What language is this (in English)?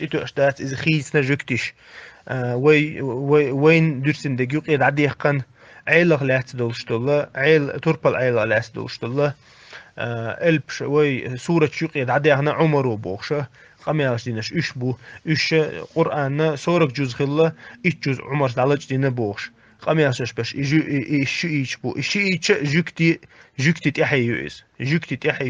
Chechen